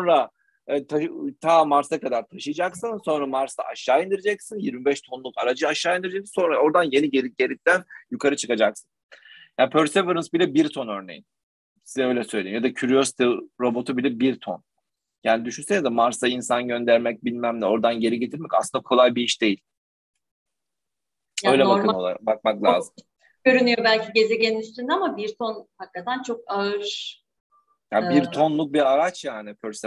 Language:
Turkish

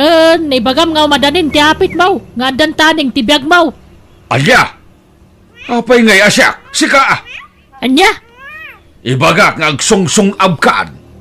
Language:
Iloko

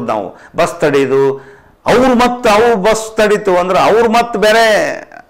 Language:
Kannada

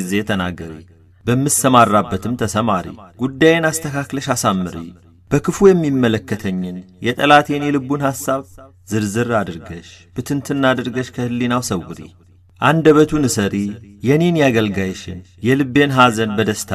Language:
Amharic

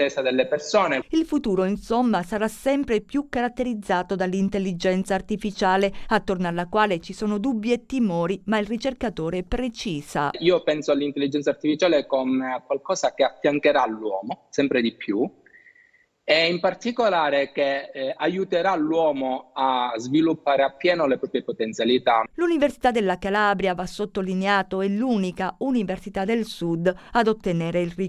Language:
Italian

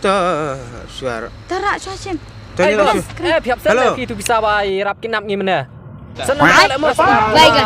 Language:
Khasi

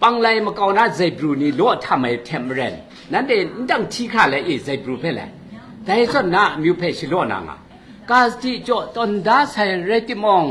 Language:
Kachin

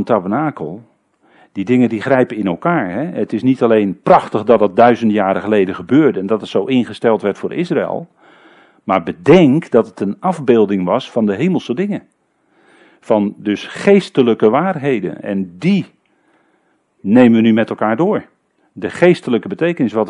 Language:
Dutch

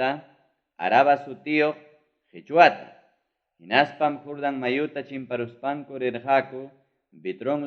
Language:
Ayacucho Quechua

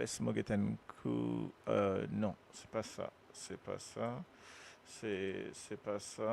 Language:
Morisyen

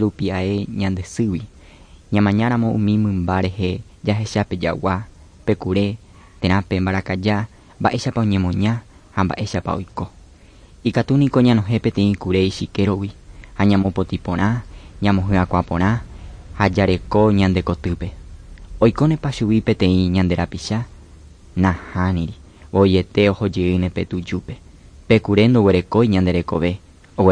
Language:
Guarani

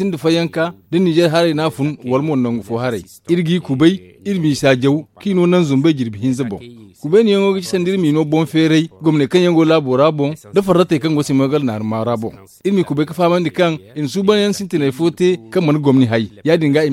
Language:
Zarma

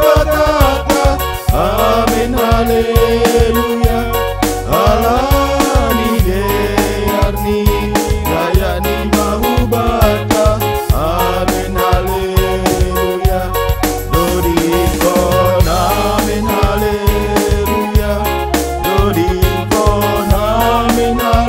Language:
Batak Simalungun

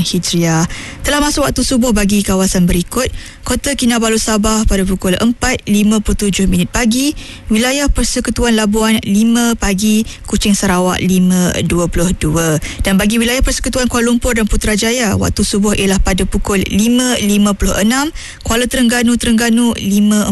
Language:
Malay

